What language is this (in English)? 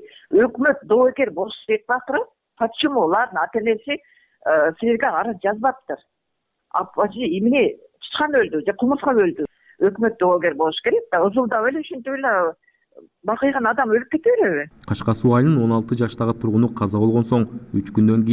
Kyrgyz